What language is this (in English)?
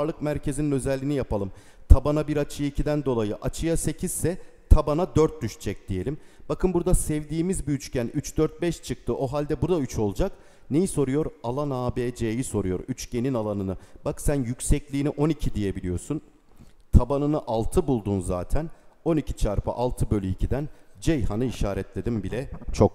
Turkish